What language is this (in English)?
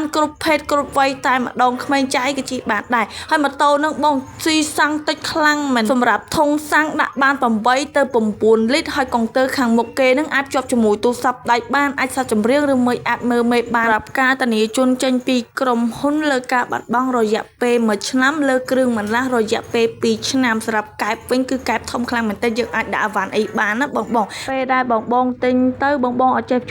Khmer